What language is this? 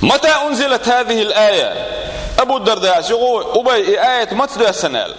Chechen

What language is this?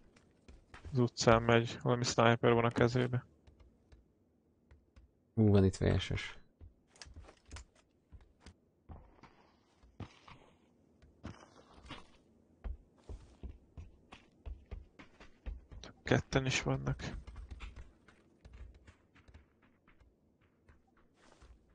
Hungarian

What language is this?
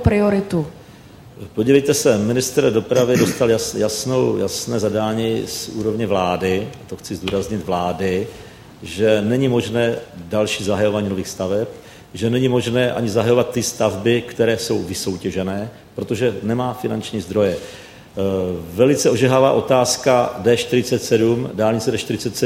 Czech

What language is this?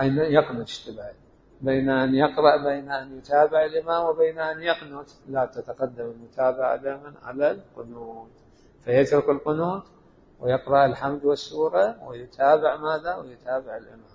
Mesopotamian Arabic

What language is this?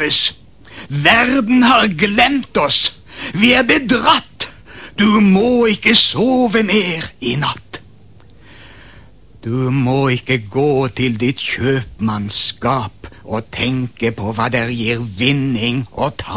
Norwegian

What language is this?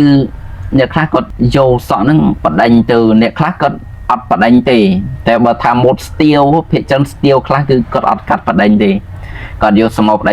Khmer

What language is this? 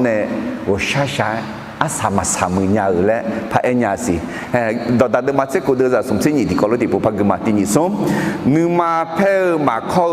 Akha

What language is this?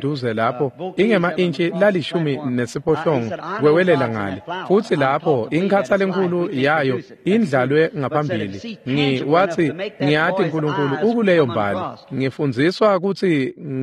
Swati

